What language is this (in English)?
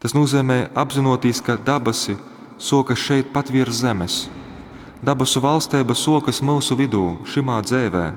Latgalian